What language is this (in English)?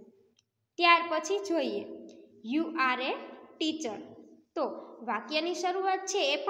Gujarati